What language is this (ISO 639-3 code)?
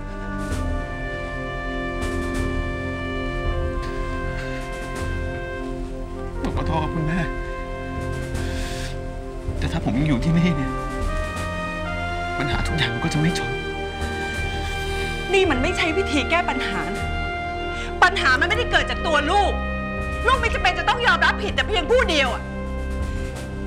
tha